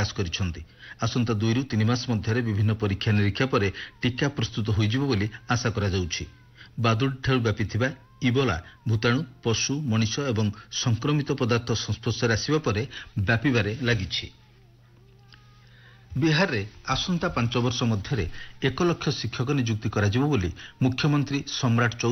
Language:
Odia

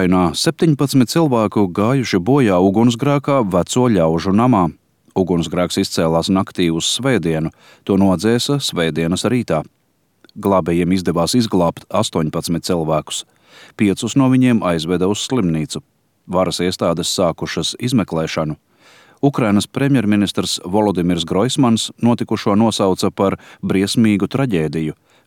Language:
Latvian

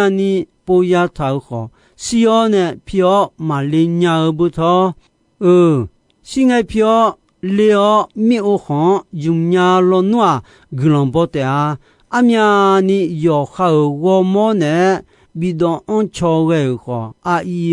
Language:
Akha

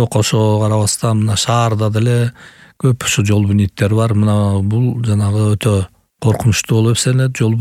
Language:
Kyrgyz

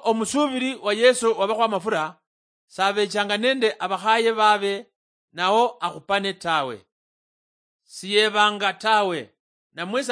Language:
Luyia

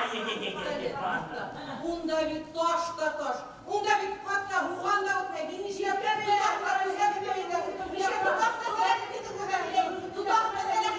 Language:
Bashkir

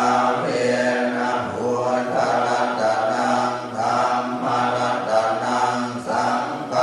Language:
Pali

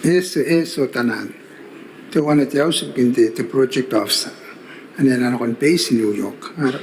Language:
Gilbertese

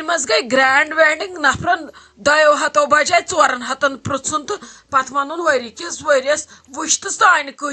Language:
Kashmiri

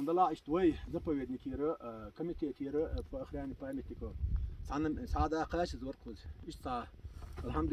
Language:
Chechen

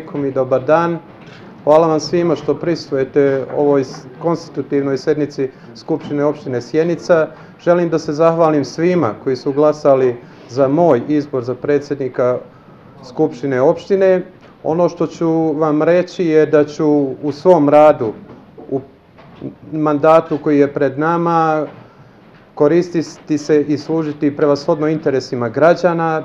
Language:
Serbian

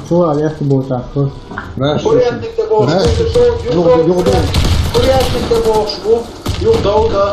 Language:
Chechen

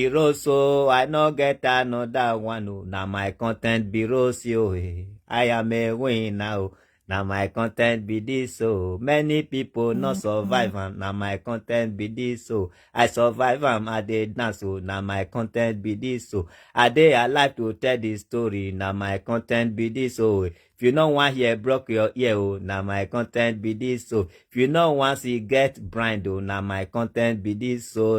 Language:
Nigerian Pidgin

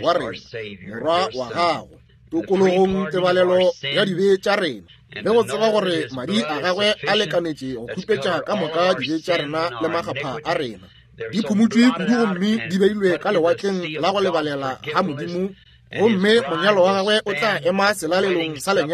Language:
Northern Sotho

